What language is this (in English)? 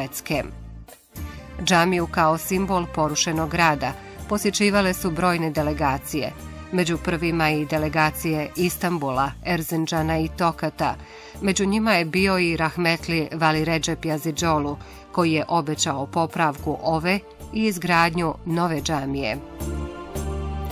Bosnian